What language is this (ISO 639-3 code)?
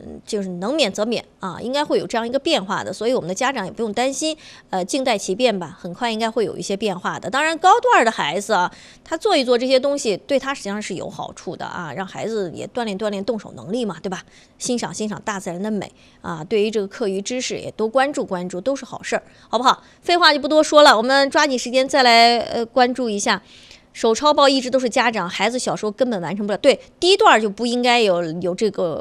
zho